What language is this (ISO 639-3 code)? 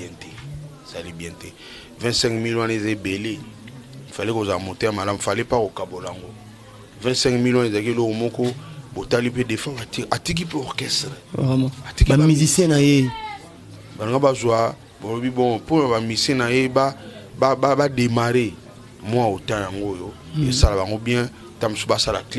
lin